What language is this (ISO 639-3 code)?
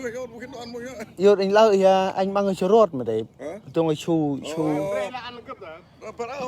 cmo